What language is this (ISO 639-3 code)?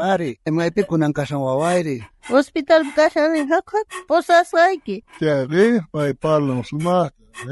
quh